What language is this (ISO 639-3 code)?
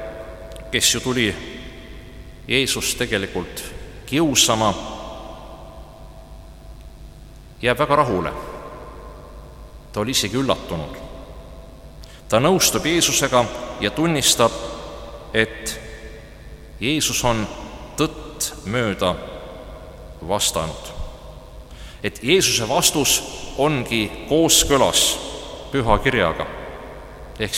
est